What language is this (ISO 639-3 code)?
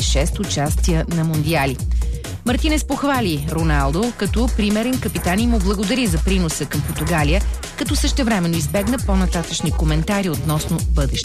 bul